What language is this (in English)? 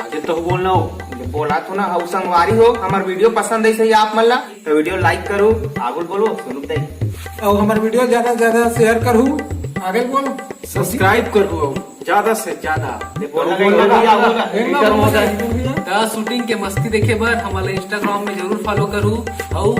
Chhattisgarhi